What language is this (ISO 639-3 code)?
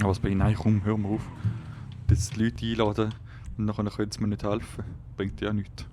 gsw